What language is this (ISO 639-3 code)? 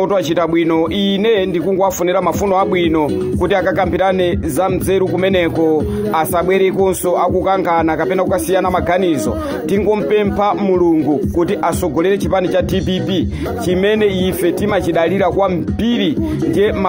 nya